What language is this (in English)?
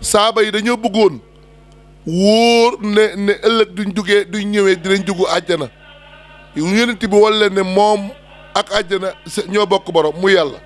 Wolof